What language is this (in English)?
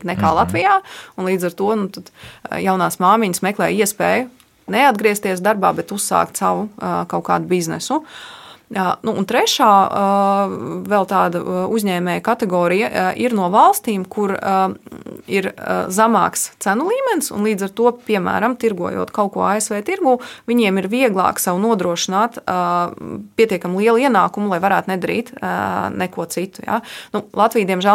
Latvian